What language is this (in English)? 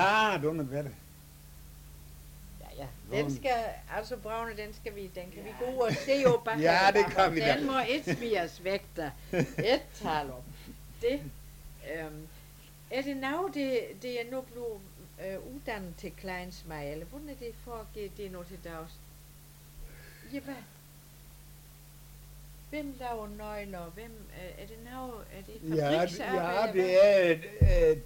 Danish